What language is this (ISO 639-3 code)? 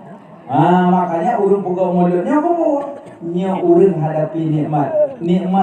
ace